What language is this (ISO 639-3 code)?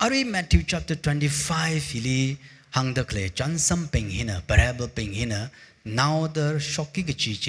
nmf